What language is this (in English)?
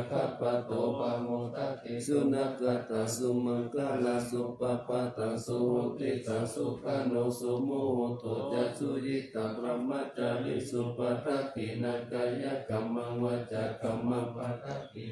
Pali